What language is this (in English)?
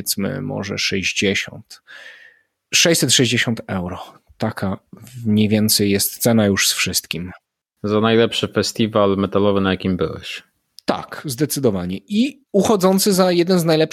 Polish